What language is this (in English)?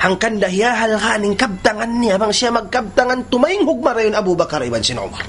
Tausug